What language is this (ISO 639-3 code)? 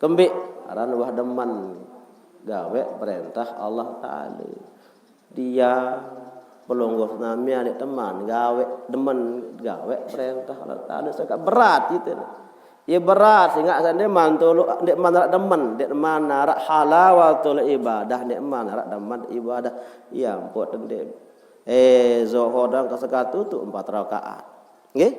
sas